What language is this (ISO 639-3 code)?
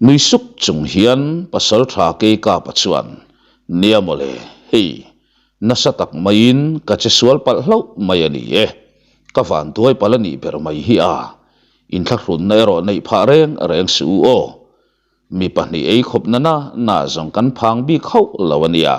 lus